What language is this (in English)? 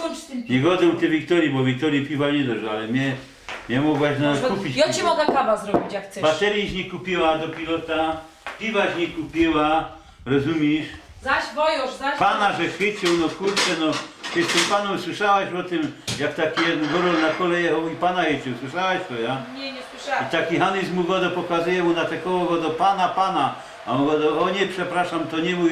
Silesian